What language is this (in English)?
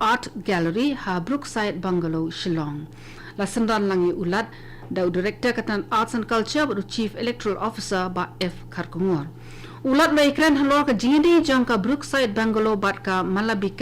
Khasi